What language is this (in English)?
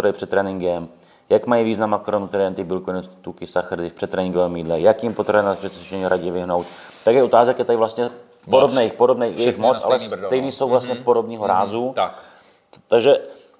Czech